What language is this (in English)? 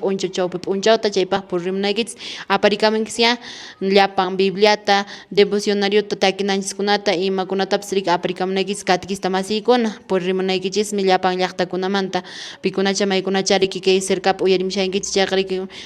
Quechua